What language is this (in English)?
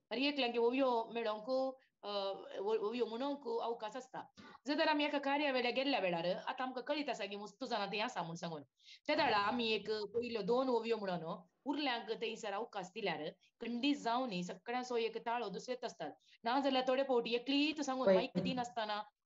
Konkani